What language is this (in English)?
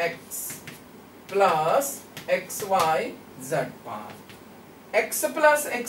Kannada